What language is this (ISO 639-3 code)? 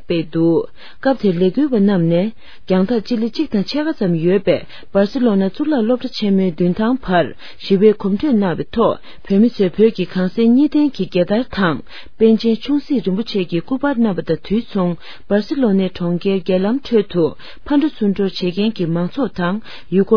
bod